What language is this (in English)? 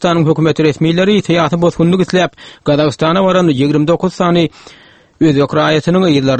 Turkmen